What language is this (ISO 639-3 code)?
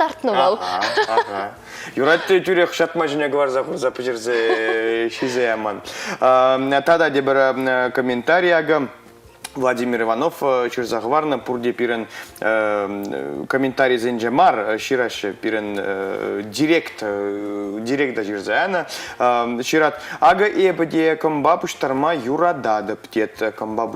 chv